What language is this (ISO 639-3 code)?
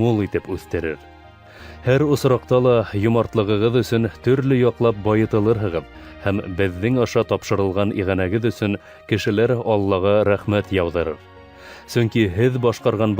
bak